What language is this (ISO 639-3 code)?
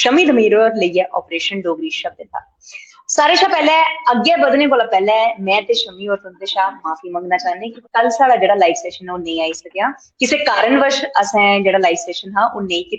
doi